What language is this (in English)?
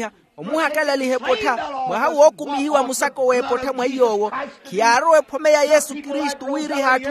Makhuwa